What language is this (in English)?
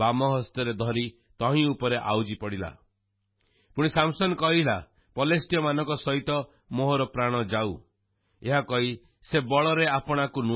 Odia